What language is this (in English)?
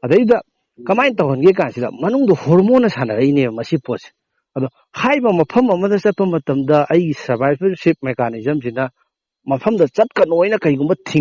Manipuri